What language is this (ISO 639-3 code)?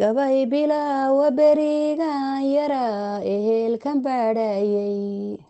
som